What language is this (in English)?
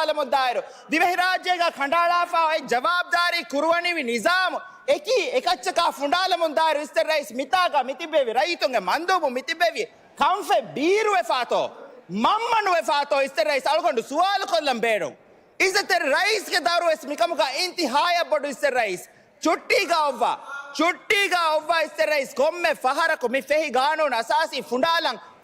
Divehi